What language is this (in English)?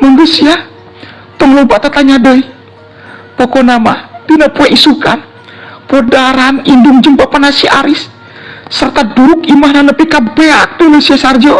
Sundanese